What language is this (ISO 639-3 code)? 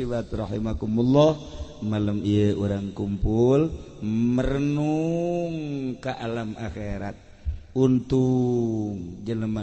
sun